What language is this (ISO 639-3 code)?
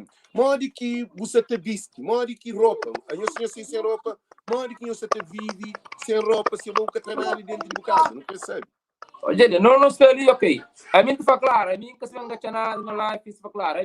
kea